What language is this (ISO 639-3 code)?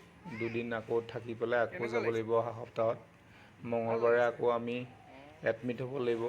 asm